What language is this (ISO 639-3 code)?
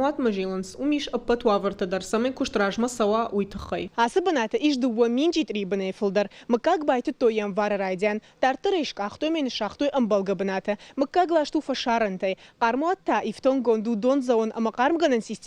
oss